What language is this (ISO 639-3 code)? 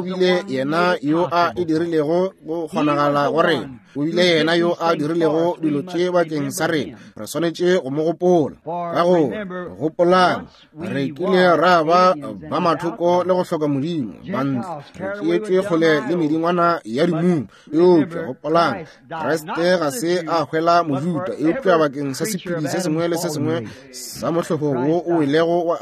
nso